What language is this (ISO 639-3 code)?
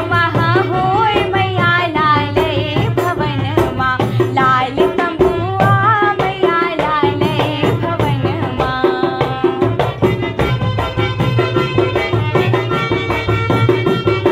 bho